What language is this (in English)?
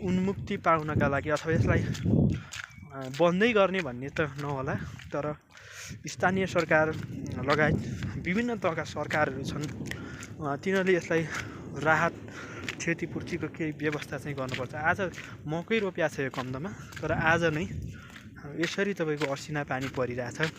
Nepali